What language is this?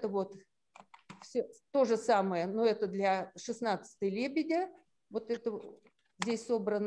Russian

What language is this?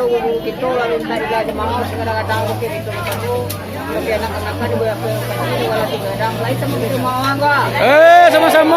Minangkabau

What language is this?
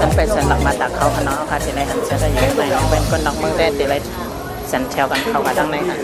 Shan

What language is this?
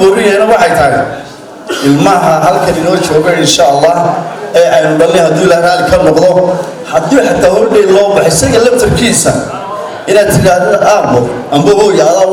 Somali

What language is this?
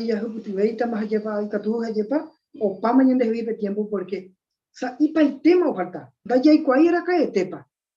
Guarani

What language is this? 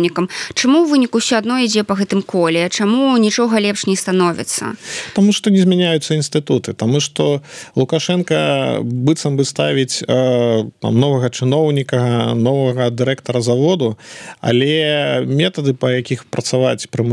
Belarusian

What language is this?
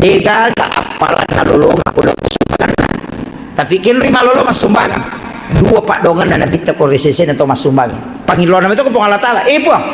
Buginese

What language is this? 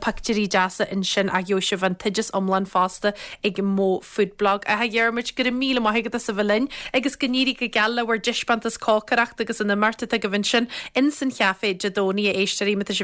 Irish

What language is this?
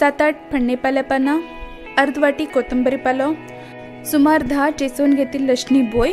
Konkani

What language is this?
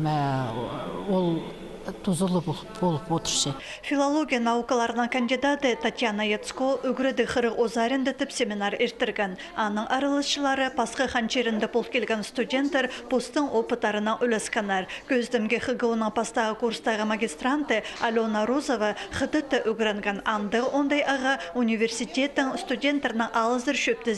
Khakas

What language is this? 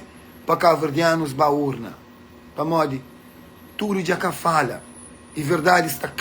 Kabuverdianu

